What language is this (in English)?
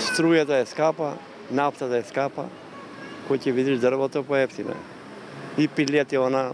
Macedonian